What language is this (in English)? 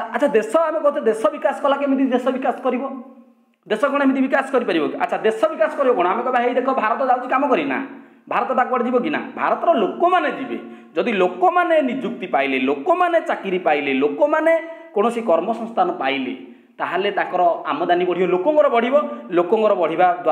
Odia